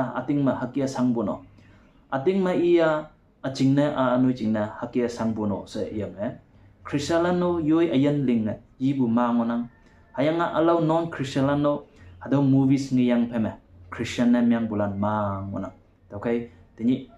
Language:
Konyak Naga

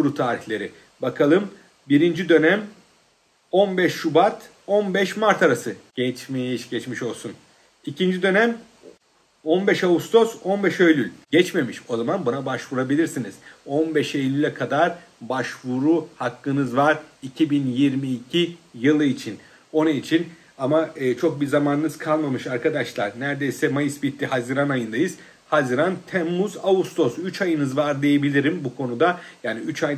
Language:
Turkish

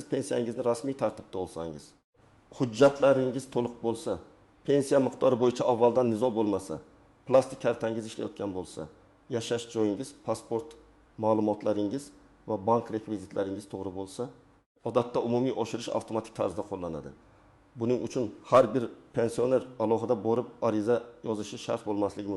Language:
Uzbek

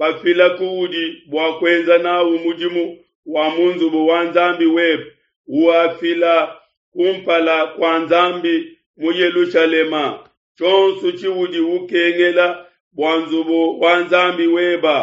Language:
Luba-Lulua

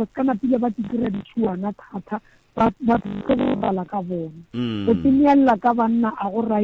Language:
Northern Sotho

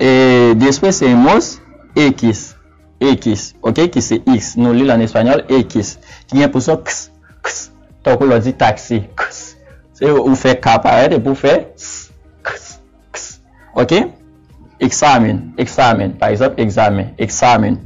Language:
Haitian Creole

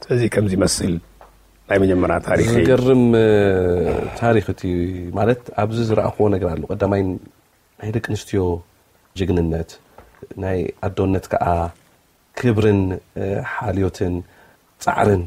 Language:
Tigrinya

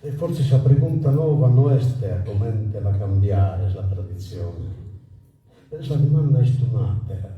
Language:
Sardinian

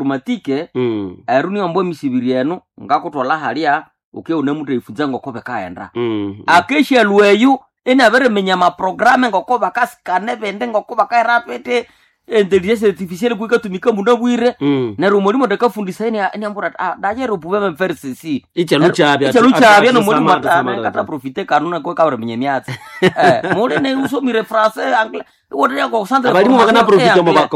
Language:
Nande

